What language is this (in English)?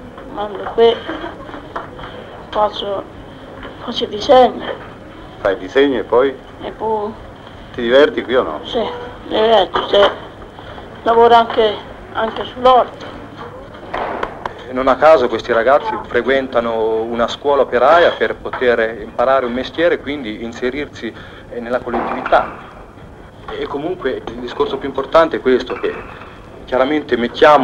Italian